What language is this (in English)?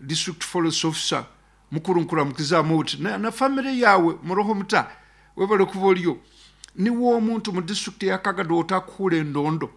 Nyankole